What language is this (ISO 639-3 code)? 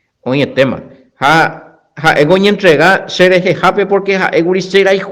grn